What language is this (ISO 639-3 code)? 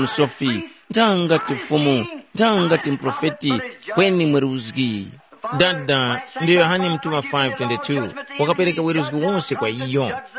tum